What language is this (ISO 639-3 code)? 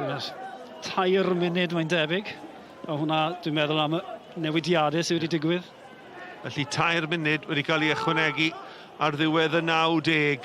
cym